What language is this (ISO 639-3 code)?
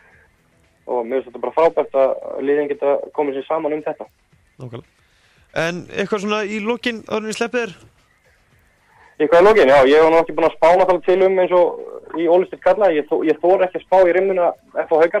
isl